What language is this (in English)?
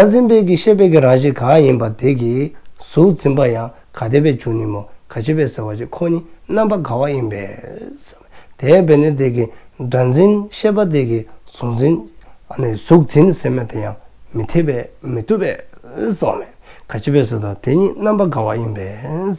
Dzongkha